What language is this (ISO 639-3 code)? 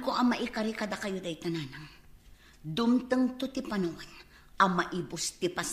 ilo